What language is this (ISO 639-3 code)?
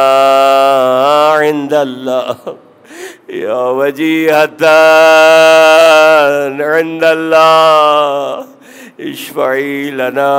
urd